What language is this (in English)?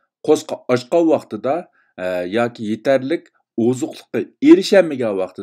Uyghur